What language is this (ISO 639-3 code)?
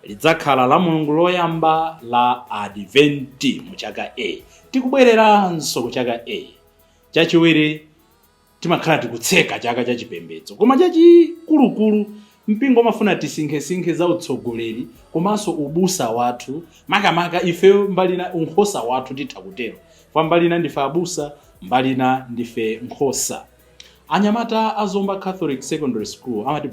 nya